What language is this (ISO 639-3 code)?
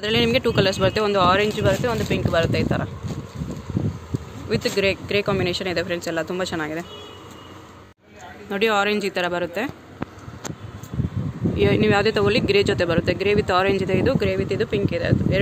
kan